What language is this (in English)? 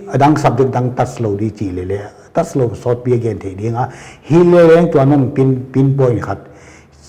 Paite Chin